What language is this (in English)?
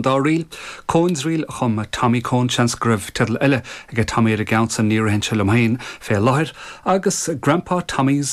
Irish